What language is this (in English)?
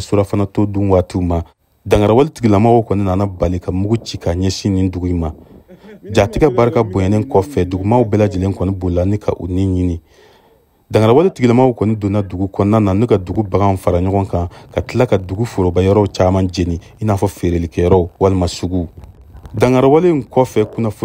Bambara